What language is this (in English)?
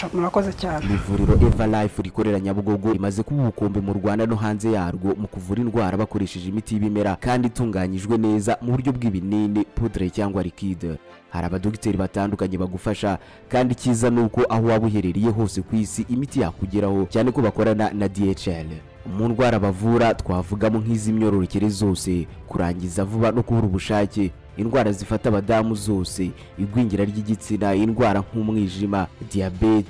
Kinyarwanda